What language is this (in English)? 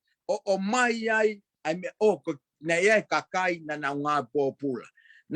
Tongan